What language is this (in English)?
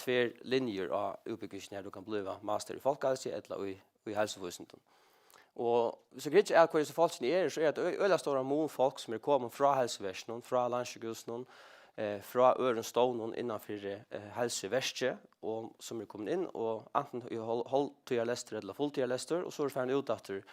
Faroese